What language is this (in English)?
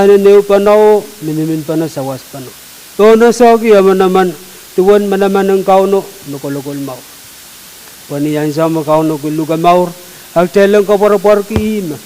Pohnpeian